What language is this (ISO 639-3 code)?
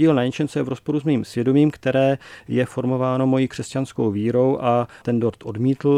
ces